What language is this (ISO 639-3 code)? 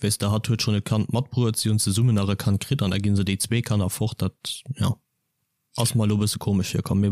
ltz